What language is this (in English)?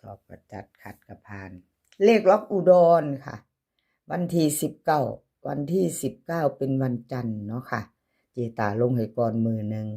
Northeastern Thai